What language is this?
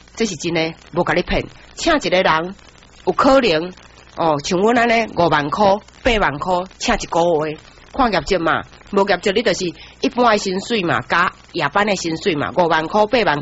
Min Nan Chinese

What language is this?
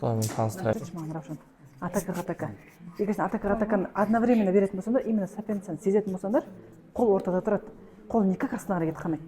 Kazakh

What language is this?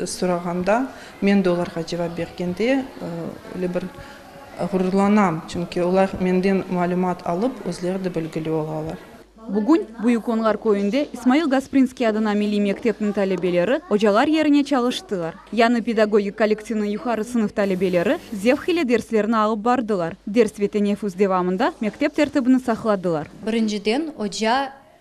Crimean Tatar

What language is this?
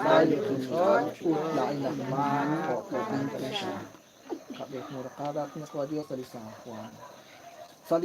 Kekchí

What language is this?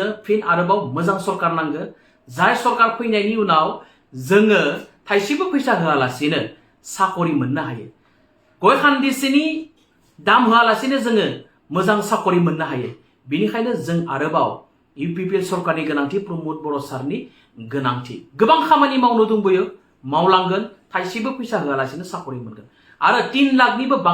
Bodo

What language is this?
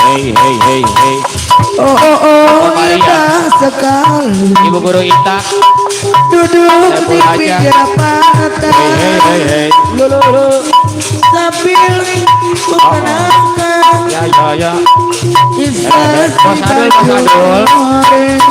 Betawi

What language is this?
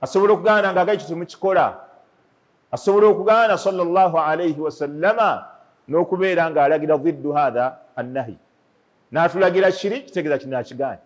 Ganda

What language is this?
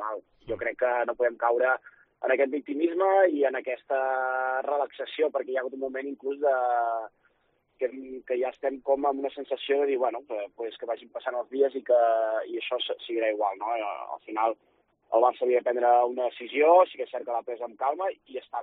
Catalan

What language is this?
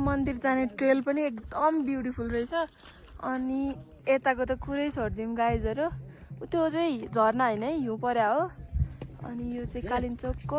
Nepali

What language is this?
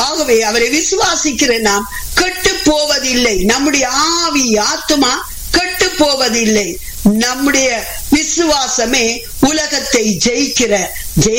Tamil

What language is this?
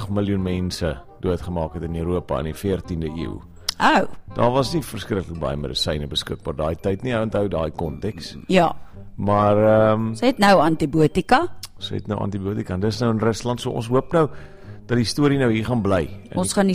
Afrikaans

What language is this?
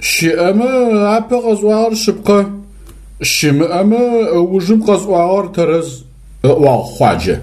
Adyghe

